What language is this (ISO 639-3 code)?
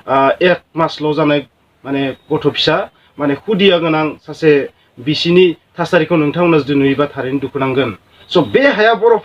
brx